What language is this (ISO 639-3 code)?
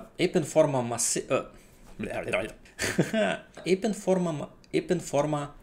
rue